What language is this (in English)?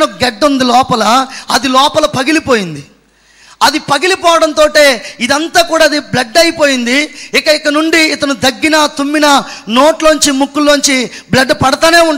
Telugu